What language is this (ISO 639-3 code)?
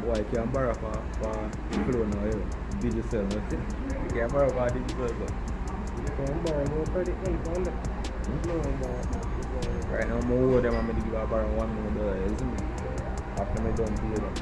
jam